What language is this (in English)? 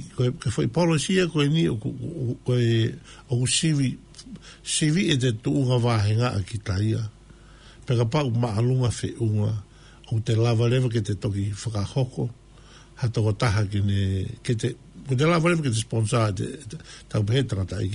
Tongan